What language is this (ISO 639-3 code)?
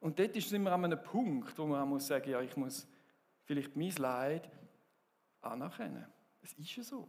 gsw